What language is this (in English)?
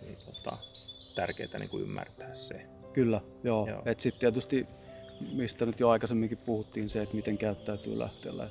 Finnish